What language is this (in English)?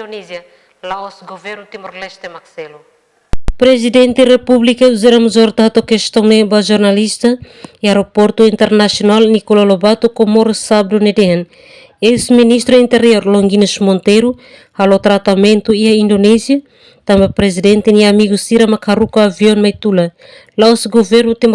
Tetum